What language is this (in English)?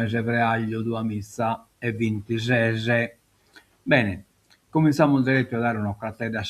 Sardinian